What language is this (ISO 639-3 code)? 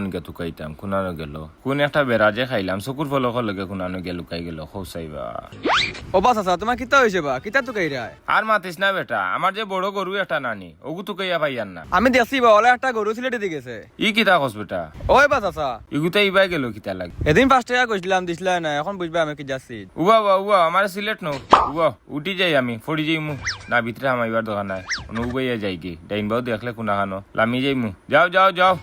syl